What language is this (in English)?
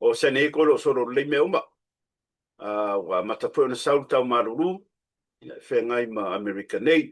Samoan